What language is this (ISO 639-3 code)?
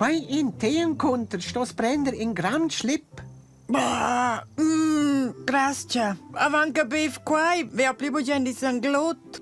roh